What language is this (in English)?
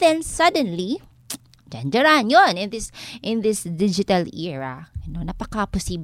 Filipino